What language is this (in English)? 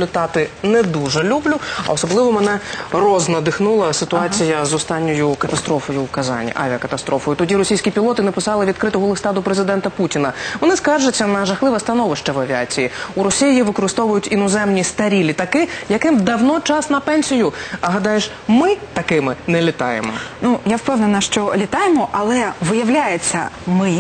Ukrainian